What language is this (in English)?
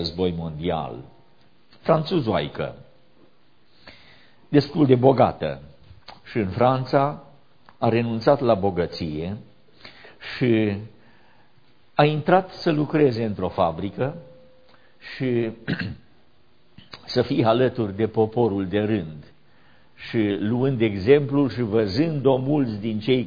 Romanian